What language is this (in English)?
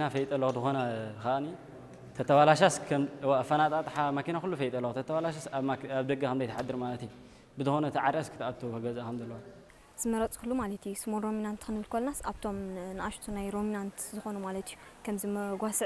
Tigrinya